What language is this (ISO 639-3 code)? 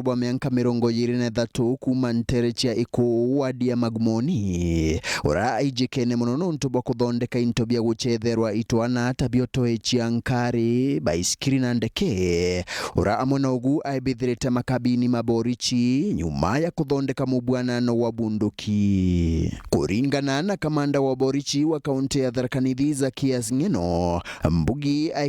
mer